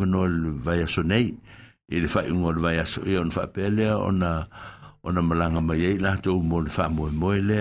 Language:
Samoan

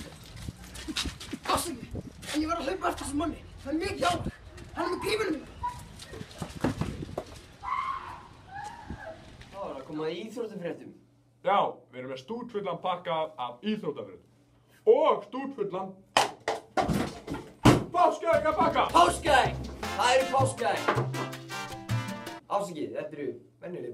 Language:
Icelandic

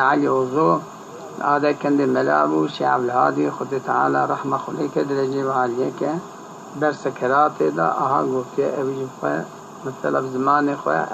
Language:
Kurdish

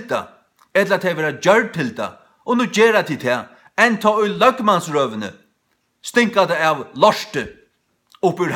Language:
Faroese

